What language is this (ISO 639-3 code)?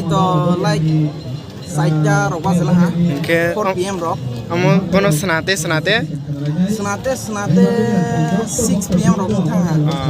trp